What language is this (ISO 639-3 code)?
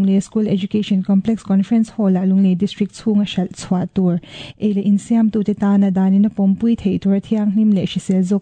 lus